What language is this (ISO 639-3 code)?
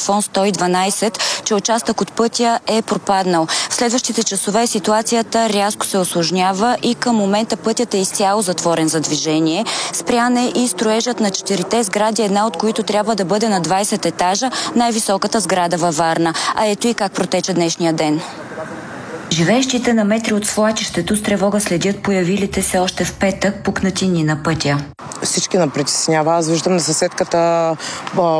bul